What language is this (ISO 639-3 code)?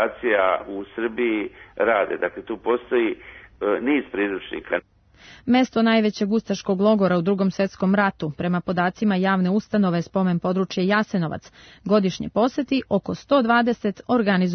srp